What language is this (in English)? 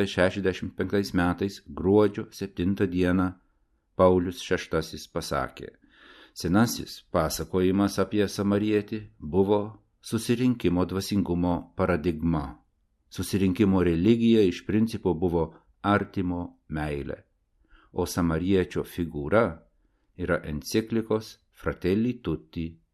Lithuanian